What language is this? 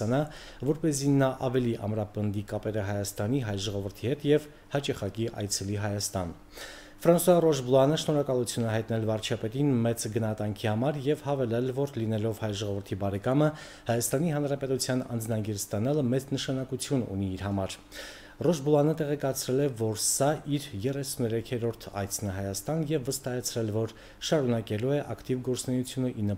Armenian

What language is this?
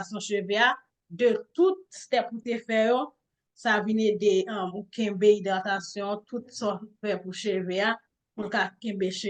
Haitian Creole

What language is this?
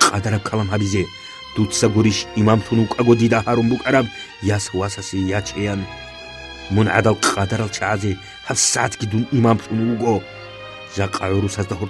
Avaric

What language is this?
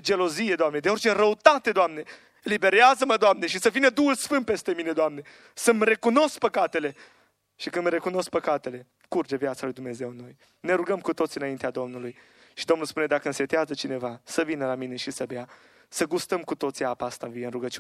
Romanian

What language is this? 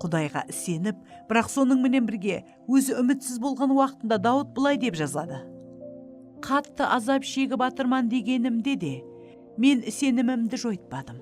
Kara-Kalpak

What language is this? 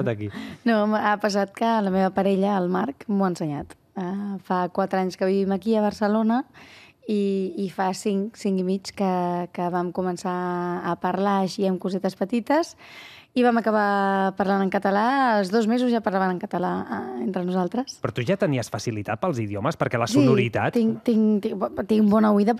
Catalan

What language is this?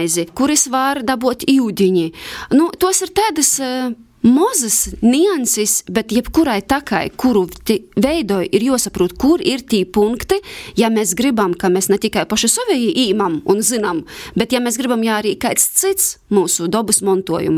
Latvian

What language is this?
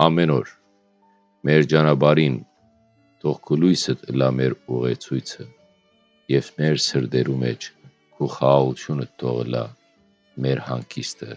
Western Armenian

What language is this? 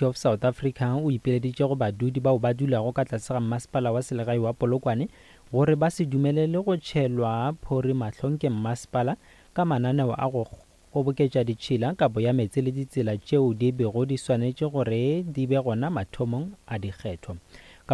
Northern Sotho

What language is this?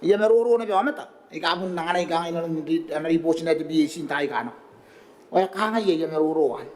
Gilbertese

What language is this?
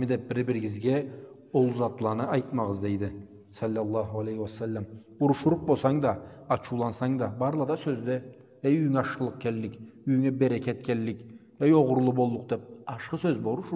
Karachay-Balkar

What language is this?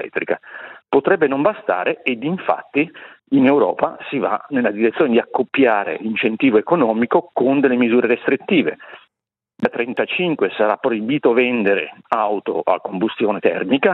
Italian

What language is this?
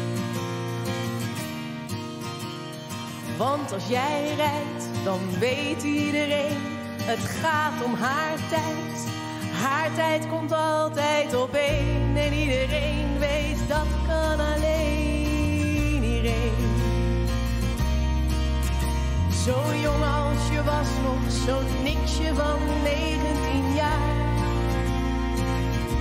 Dutch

